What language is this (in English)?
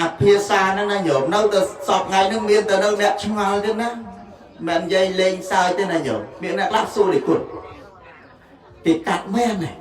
Khmer